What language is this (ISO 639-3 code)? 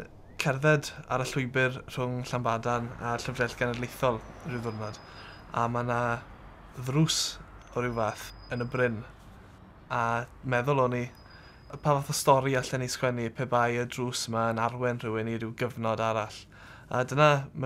cym